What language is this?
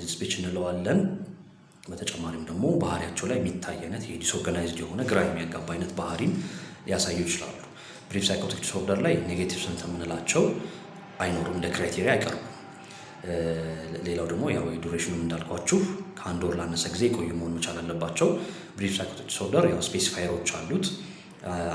Amharic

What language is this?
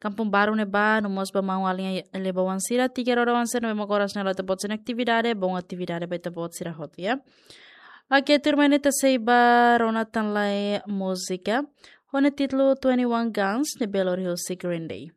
Tetum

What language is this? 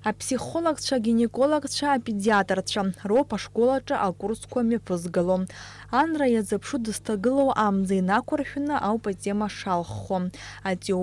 Abkhazian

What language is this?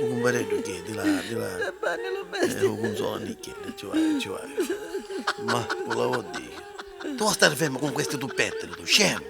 Neapolitan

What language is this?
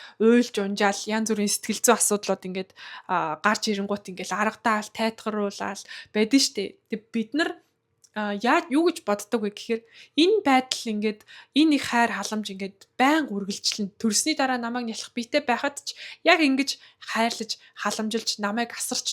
Mongolian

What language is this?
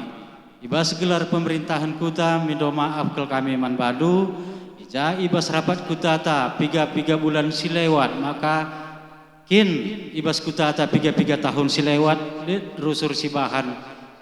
Batak Karo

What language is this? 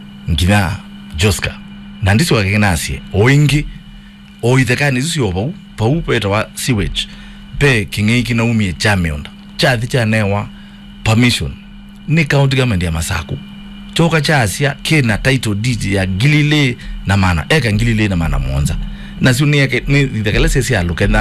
Kamba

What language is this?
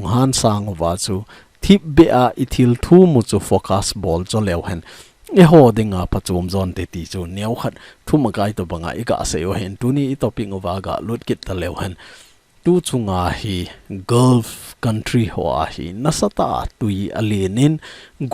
Thado Chin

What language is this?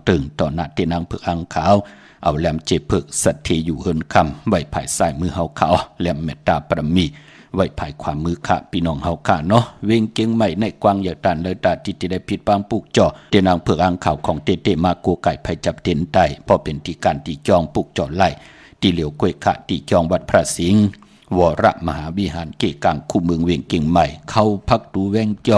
Shan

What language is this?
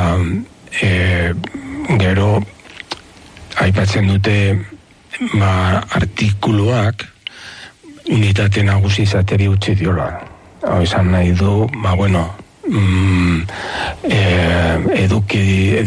Basque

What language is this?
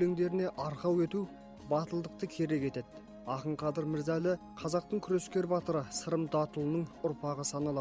Kazakh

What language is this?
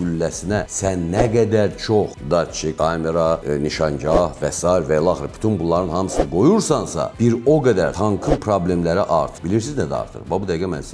Azerbaijani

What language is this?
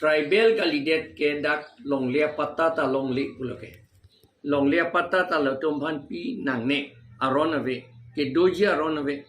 Karbi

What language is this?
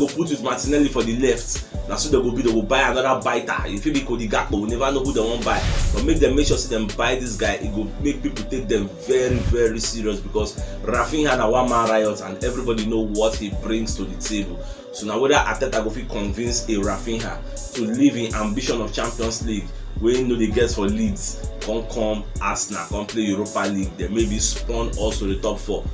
Nigerian Pidgin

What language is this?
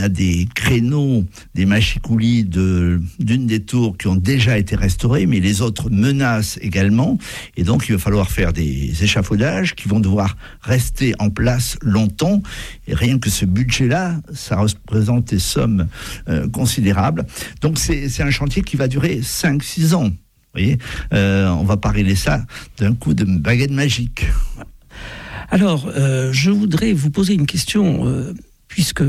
French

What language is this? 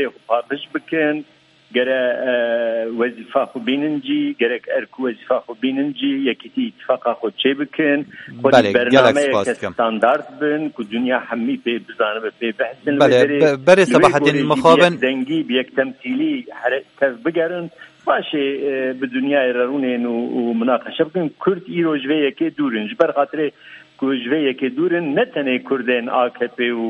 Kurdish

